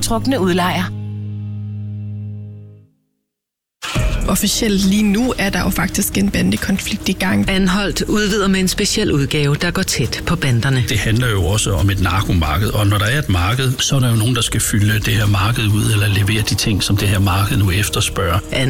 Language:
Danish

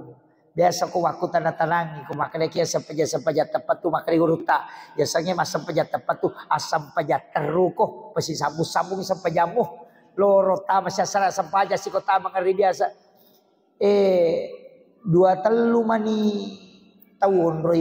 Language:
Buginese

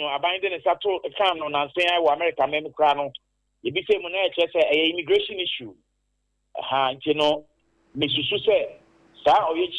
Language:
Akan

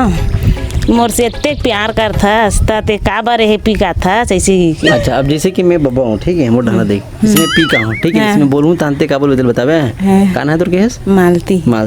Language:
Chhattisgarhi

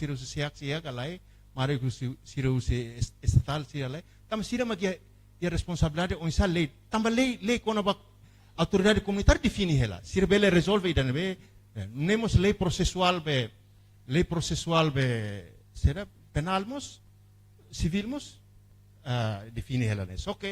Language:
Tetum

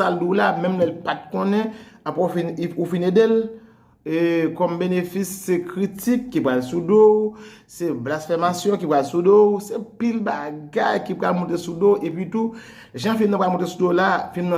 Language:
Haitian Creole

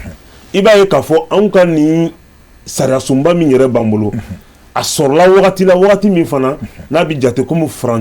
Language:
Bambara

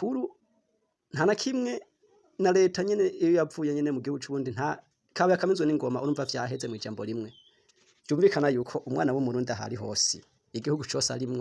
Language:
Rundi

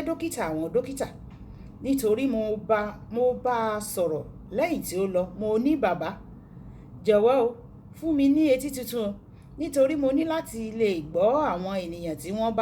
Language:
Yoruba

